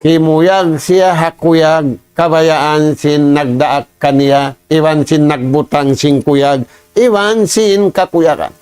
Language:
Tausug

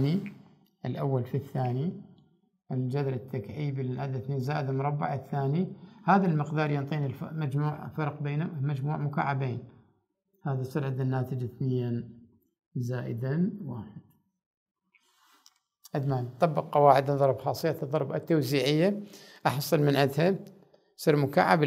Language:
Arabic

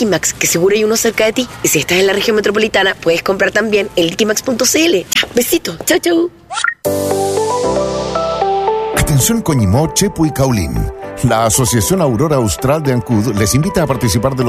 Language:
Spanish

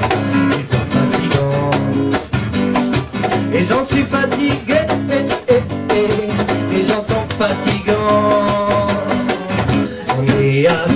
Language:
French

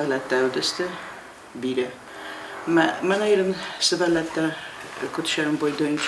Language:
Ossetic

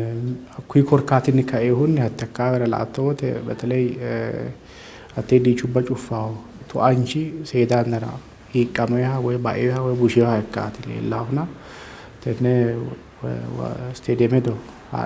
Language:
Sidamo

